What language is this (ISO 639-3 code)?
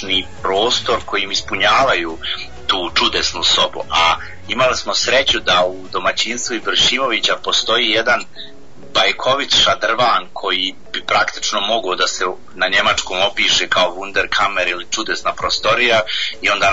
bos